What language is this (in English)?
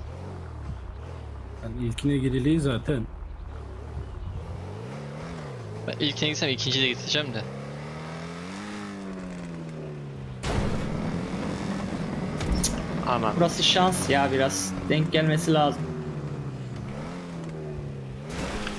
Turkish